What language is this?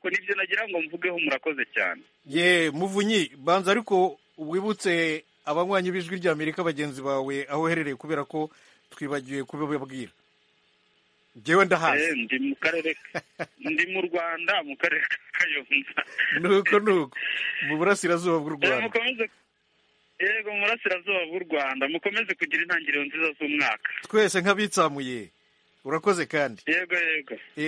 Kinyarwanda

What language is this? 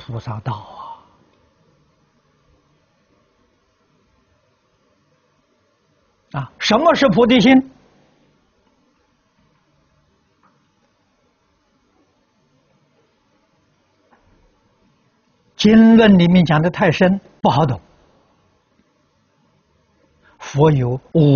Chinese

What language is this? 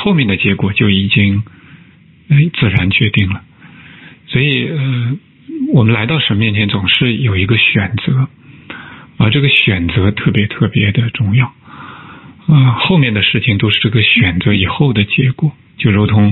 Chinese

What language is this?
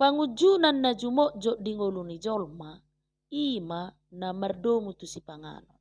Batak Toba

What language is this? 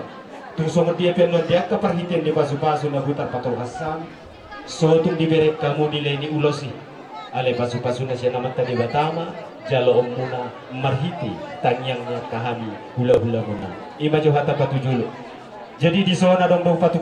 Batak Toba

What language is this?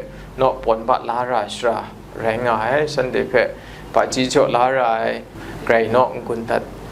Kachin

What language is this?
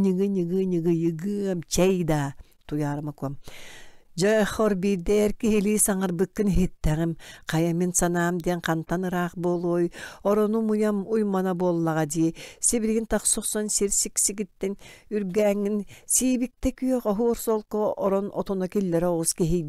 Yakut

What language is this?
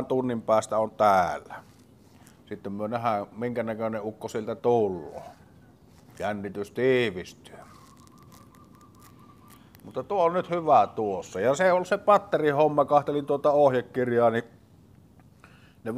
Finnish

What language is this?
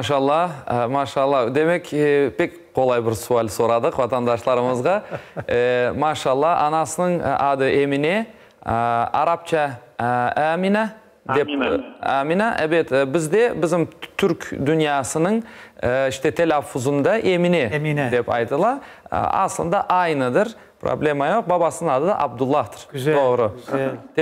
Crimean Tatar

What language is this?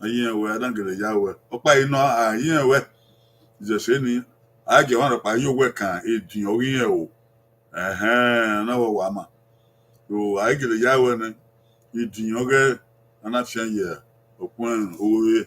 Bini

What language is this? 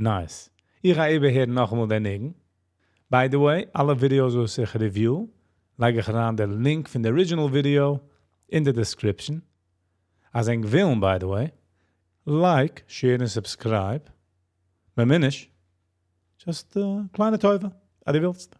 Yiddish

